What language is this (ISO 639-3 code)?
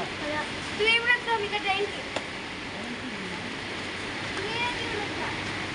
tel